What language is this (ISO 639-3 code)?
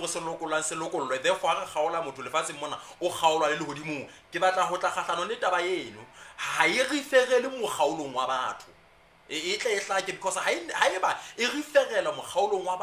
sot